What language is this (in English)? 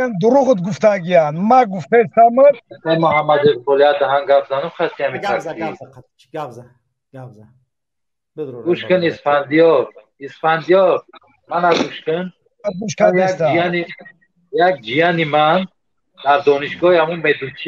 Tajik